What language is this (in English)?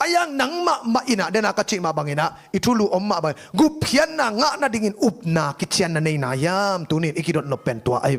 Tedim Chin